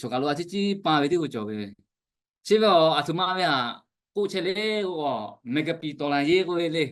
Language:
Lahu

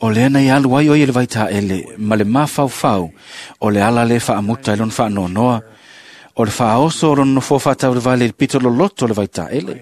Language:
Samoan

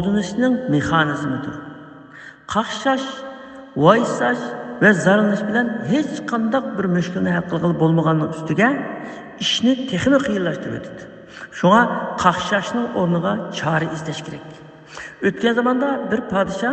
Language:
Uyghur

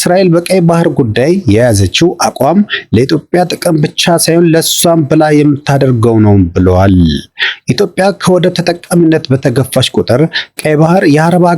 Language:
Amharic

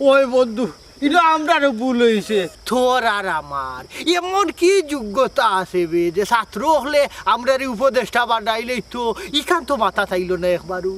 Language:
Sylheti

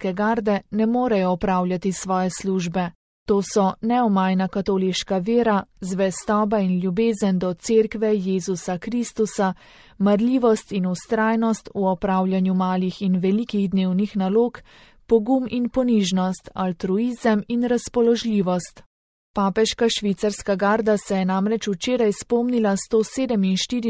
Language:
Slovenian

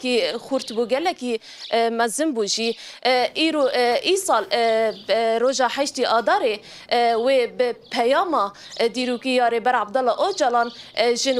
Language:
Kurdish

